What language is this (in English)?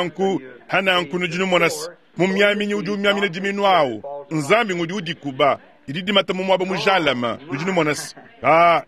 Luba-Lulua